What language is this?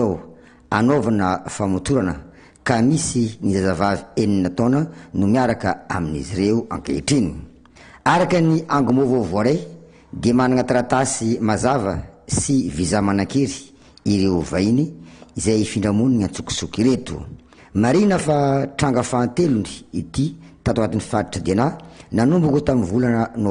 Malagasy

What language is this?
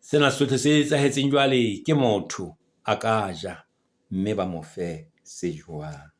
Southern Sotho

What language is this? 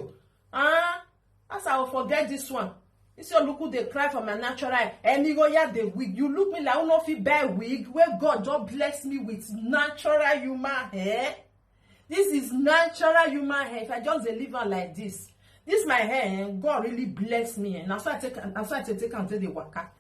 Nigerian Pidgin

